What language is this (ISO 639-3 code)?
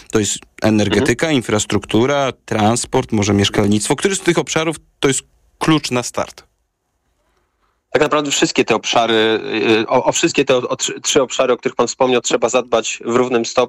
pol